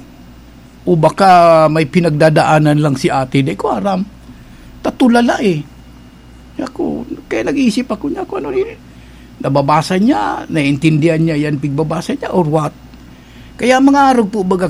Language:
Bikol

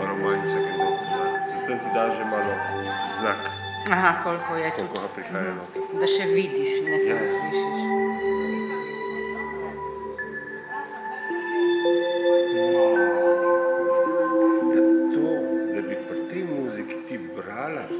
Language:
Slovenian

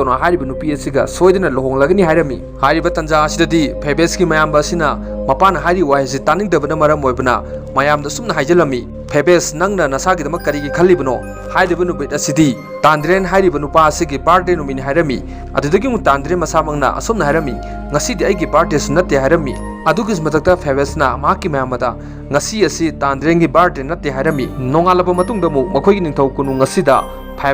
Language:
Manipuri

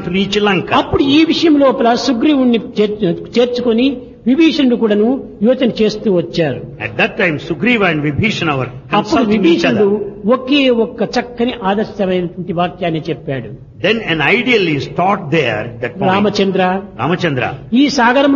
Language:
Telugu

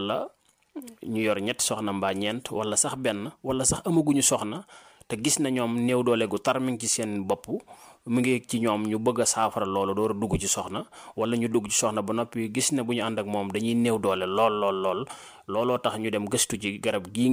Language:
Wolof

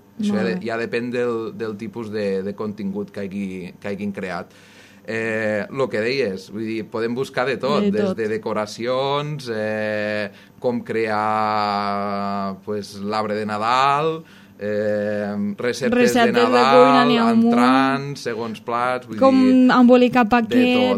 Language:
Catalan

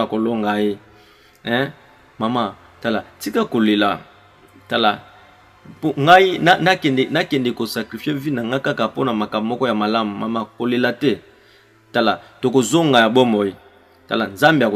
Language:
Lingala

